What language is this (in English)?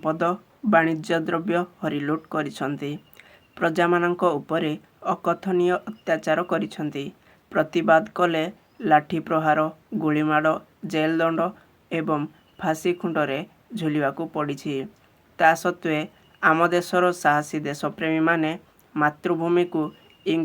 Odia